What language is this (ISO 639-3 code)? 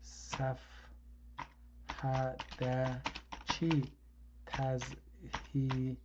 azb